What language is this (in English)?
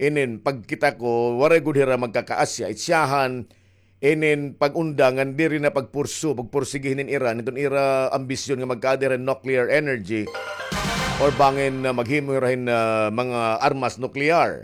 Waray